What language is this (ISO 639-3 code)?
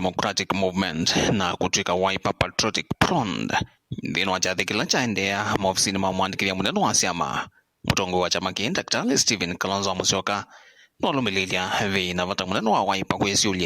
kam